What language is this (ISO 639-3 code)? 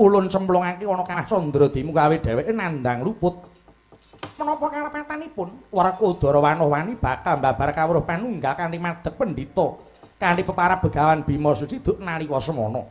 jav